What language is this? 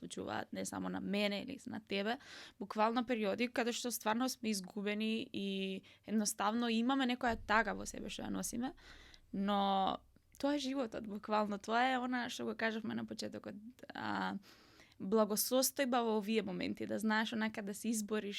Macedonian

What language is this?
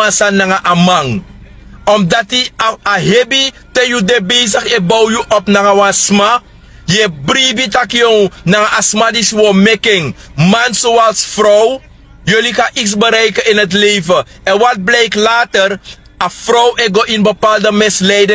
Sranan Tongo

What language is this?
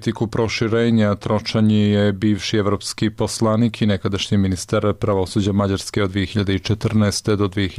Serbian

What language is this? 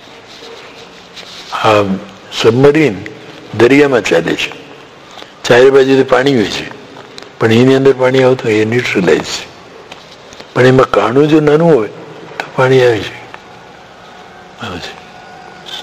Gujarati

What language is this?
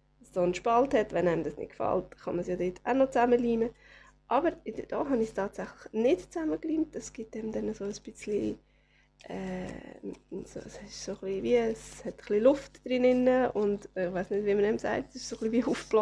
Swiss German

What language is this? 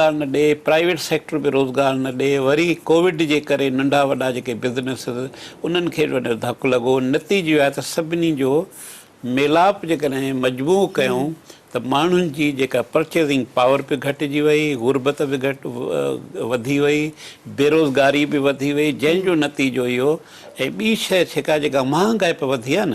Sindhi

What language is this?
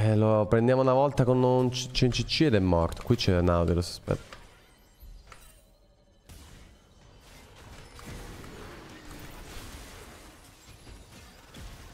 Italian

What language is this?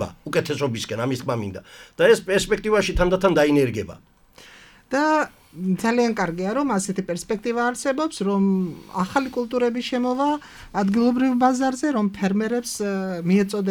Georgian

